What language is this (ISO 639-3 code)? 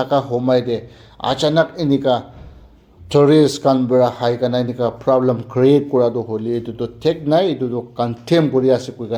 nag